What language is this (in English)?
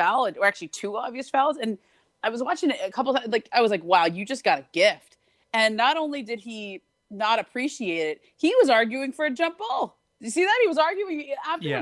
English